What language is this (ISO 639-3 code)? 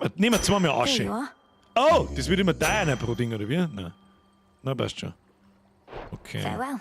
bar